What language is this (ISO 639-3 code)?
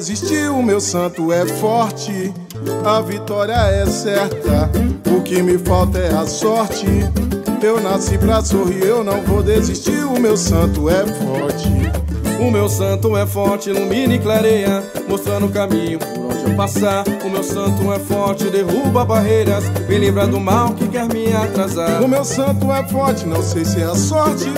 por